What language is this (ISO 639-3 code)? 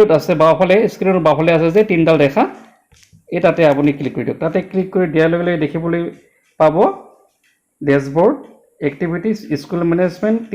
asm